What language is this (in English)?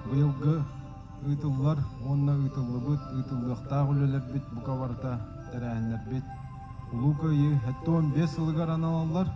Yakut